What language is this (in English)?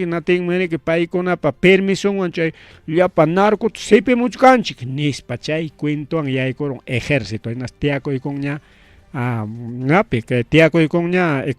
Ayacucho Quechua